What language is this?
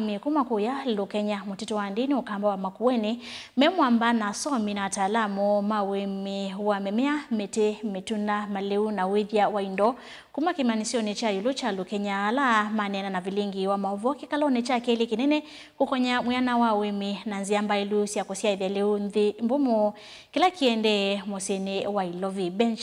Kamba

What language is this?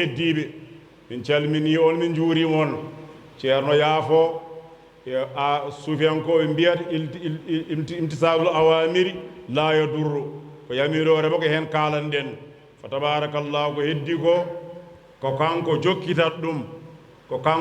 Fula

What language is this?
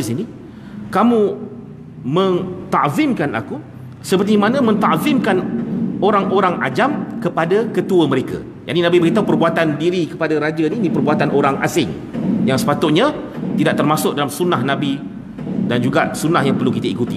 Malay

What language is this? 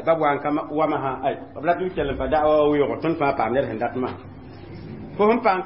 Mossi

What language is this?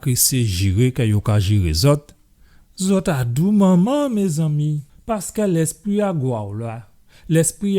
Guadeloupean Creole French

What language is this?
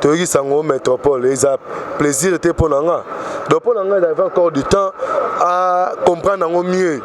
Lingala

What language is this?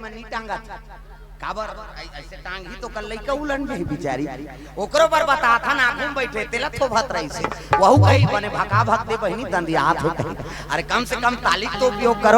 Chhattisgarhi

